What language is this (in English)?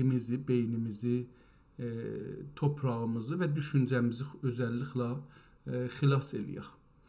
South Azerbaijani